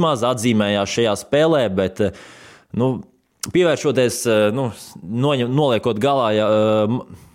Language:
Latvian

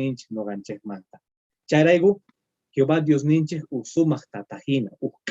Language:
Quechua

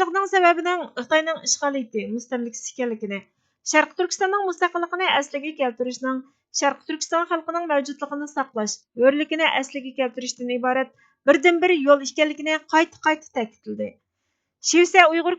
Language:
Uyghur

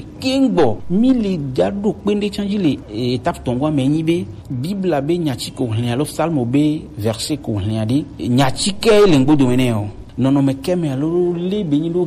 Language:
Gen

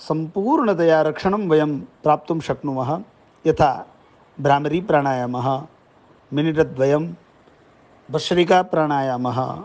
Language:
Sanskrit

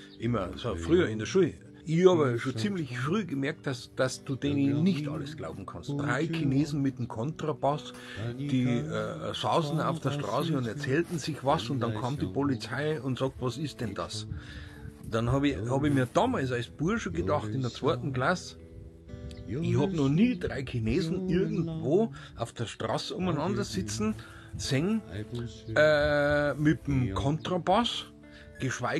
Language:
Bavarian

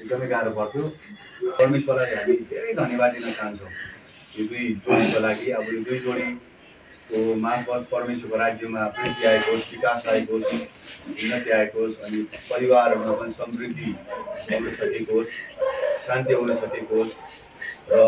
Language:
Nepali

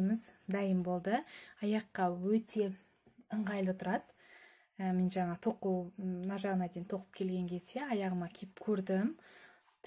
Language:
Kazakh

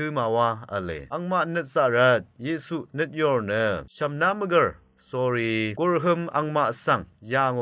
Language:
Rawang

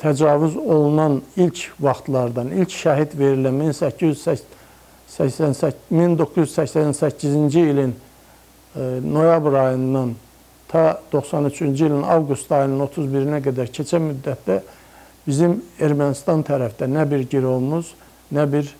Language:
Azerbaijani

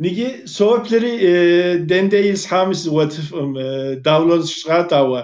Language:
Kabardian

